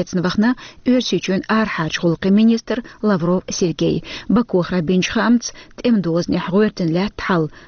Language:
Chechen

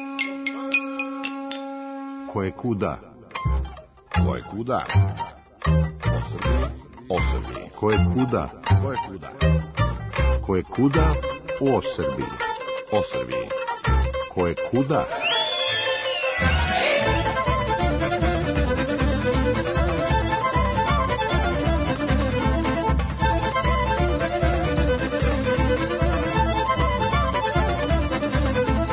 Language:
Serbian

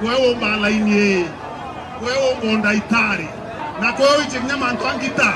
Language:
Meru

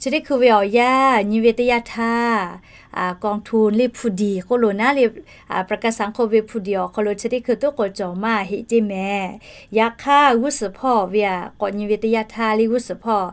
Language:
Lahu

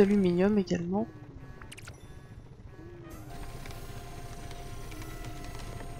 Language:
French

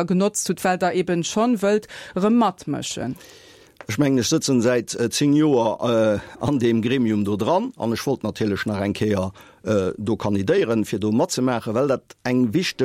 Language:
Luxembourgish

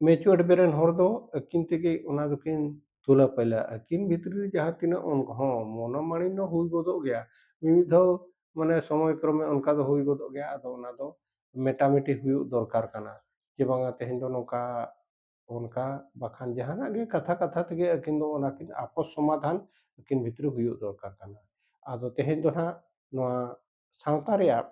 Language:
Santali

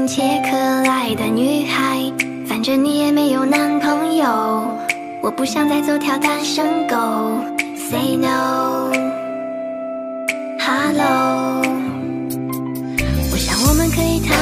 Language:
Chinese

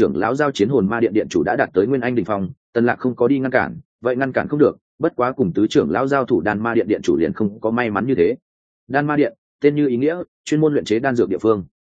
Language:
Vietnamese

